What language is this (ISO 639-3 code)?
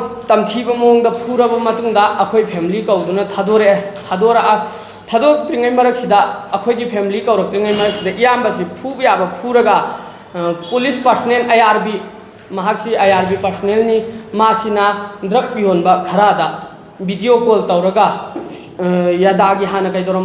mni